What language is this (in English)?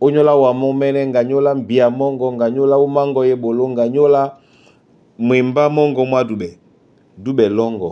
Duala